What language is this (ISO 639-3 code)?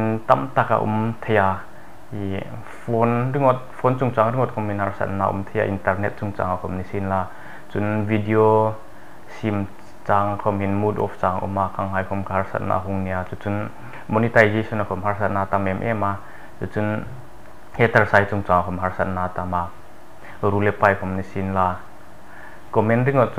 hmr